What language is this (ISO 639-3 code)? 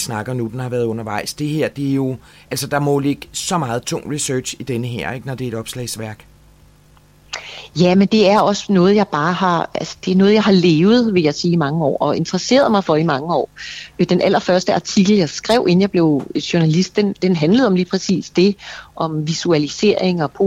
dan